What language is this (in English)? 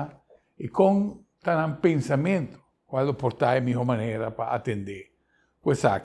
Papiamento